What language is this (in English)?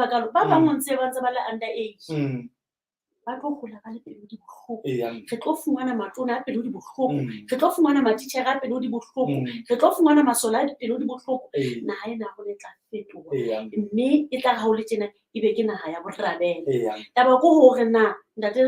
Southern Sotho